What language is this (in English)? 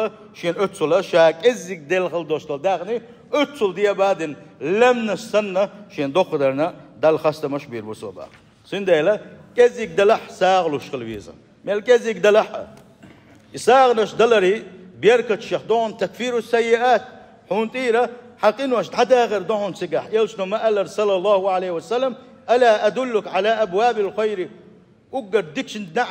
Chechen